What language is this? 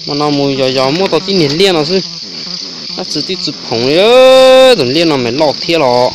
Hmong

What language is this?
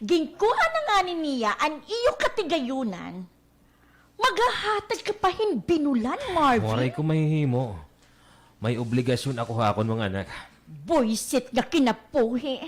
Waray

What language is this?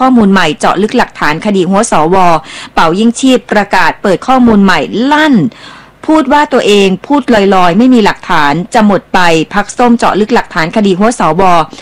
Thai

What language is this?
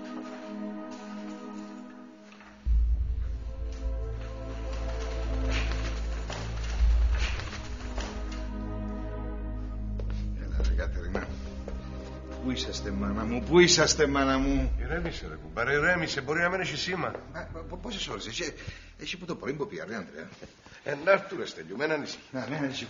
Greek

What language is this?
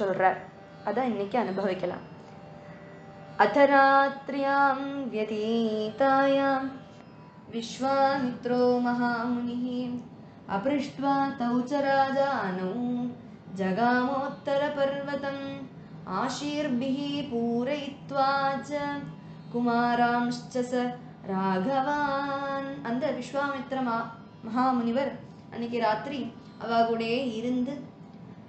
Tamil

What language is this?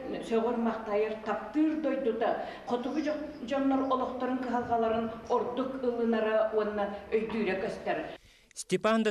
Yakut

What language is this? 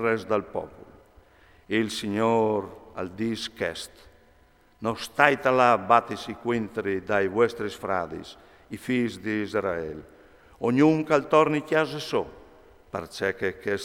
Friulian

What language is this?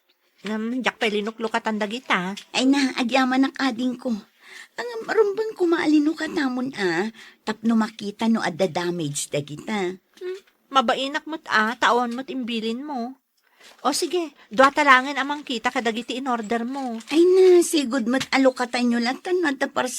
Iloko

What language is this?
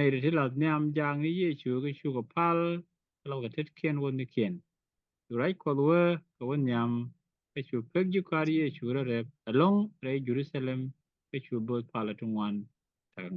Nuer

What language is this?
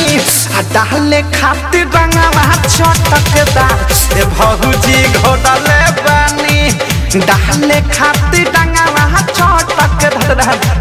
Bhojpuri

